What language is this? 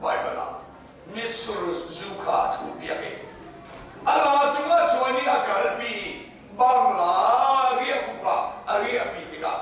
Hakha Chin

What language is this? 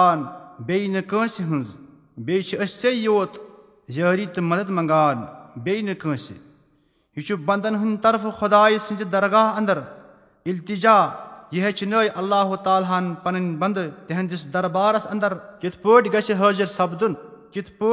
Kashmiri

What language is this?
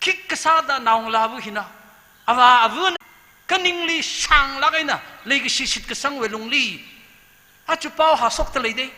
Tangkhul Naga (India)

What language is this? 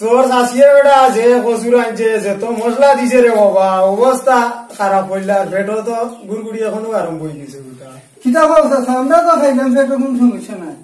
Sylheti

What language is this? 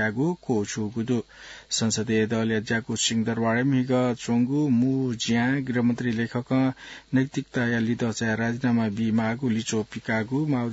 Newari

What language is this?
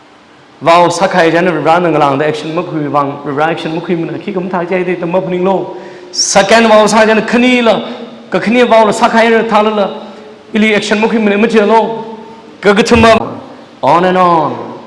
Tangkhul Naga (India)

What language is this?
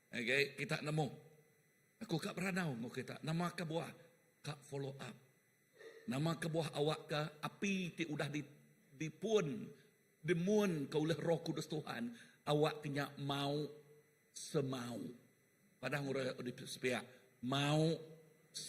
Iban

